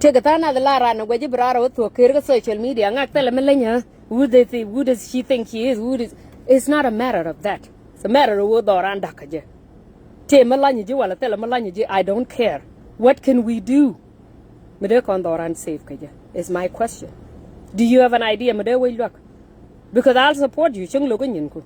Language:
Nuer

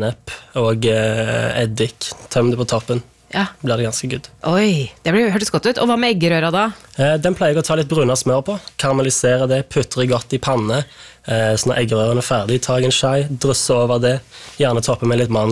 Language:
Norwegian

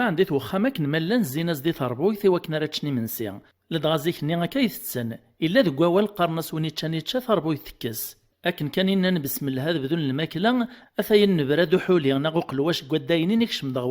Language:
Kabyle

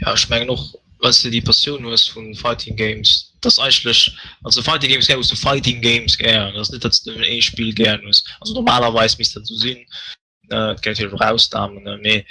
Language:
Luxembourgish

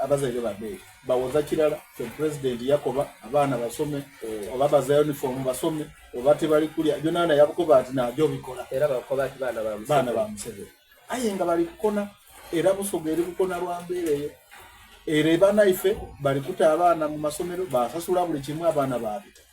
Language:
Soga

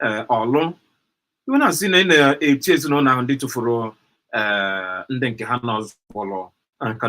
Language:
Igbo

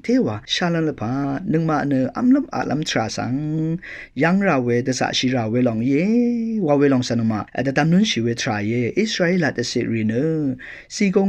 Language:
Rawang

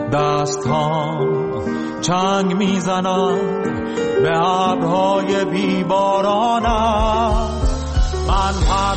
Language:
Persian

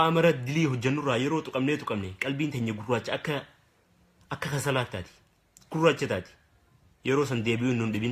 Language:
Oromo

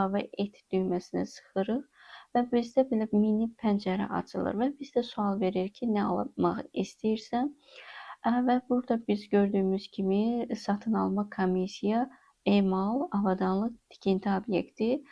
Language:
Azerbaijani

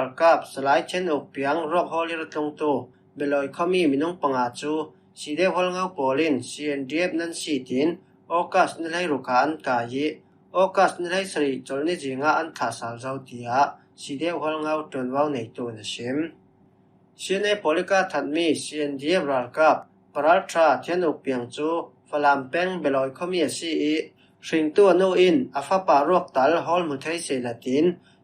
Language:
Falam Chin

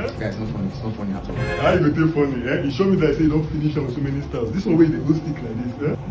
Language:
Nigerian Pidgin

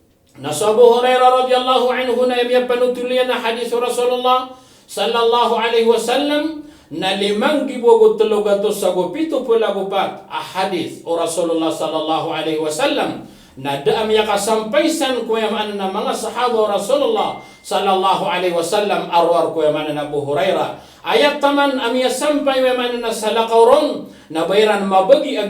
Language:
Maranao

